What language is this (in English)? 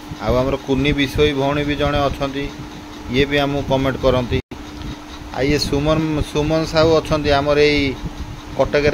Odia